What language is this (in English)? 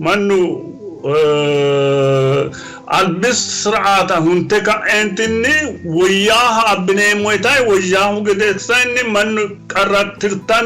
Sidamo